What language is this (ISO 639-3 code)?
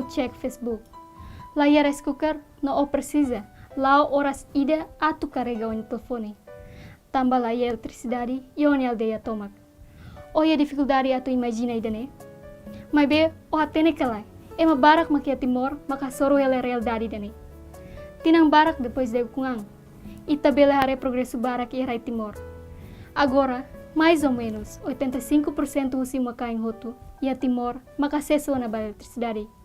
tet